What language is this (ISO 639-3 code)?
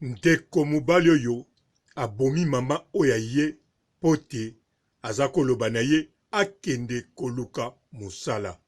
lin